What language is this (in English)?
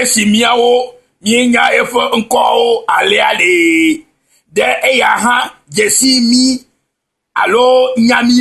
Ewe